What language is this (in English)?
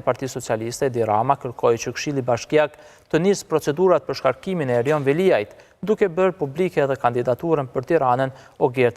Albanian